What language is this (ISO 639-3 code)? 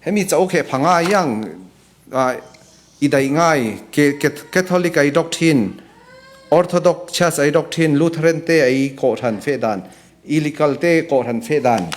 cfm